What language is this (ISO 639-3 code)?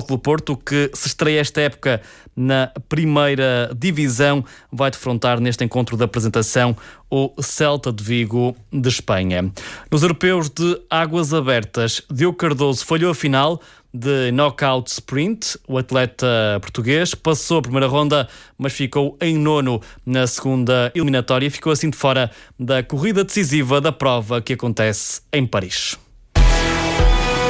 por